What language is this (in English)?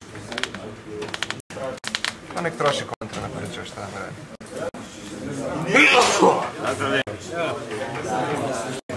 Croatian